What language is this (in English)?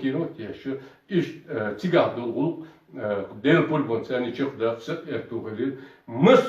Chechen